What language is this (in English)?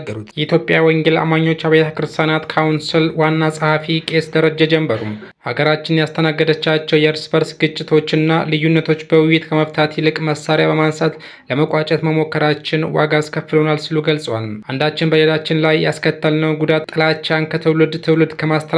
Amharic